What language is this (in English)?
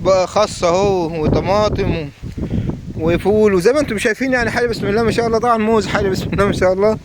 Egyptian Arabic